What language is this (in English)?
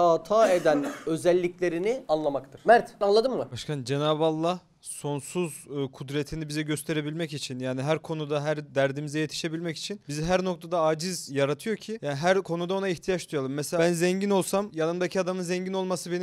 Turkish